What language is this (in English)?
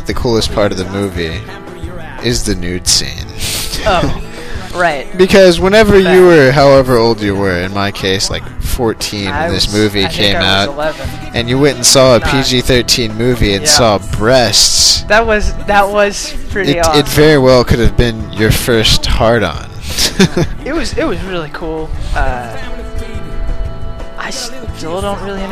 English